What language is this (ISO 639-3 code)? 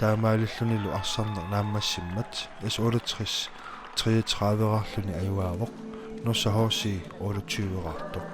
kal